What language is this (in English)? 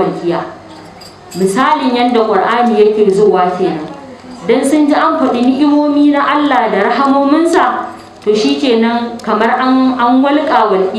Hausa